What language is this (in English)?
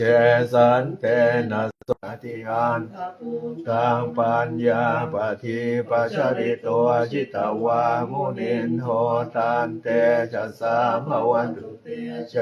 Pali